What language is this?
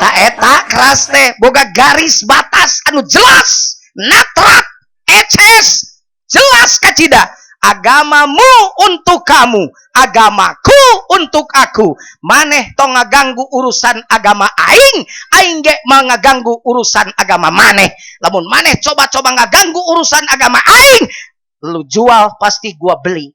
Sundanese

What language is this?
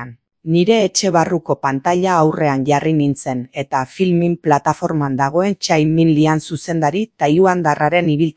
Basque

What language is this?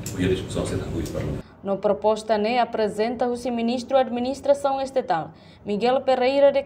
Tetum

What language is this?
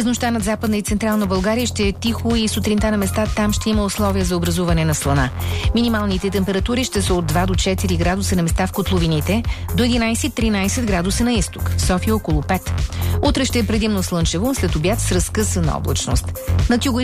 Bulgarian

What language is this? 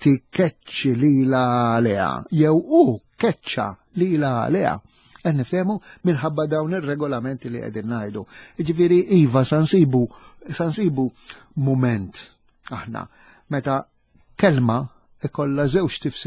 Maltese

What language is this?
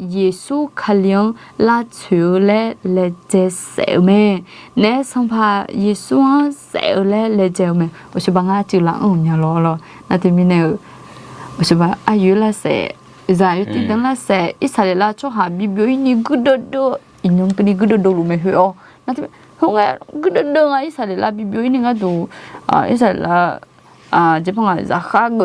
Akha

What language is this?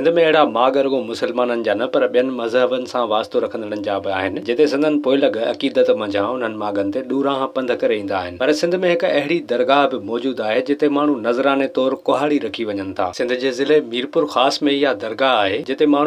Sindhi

